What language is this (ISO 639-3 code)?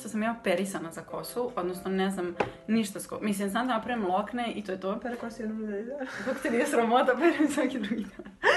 hrv